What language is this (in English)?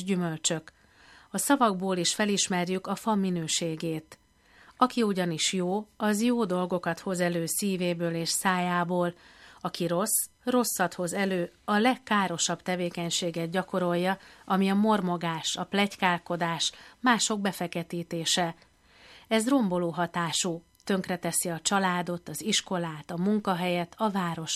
Hungarian